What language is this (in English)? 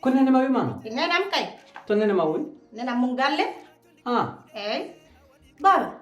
Fula